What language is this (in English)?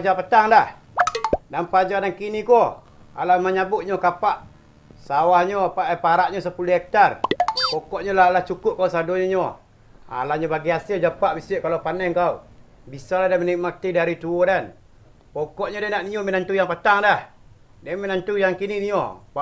Minangkabau